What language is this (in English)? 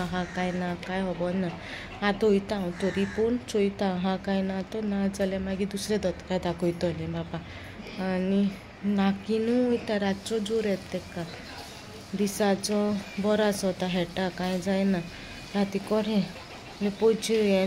Konkani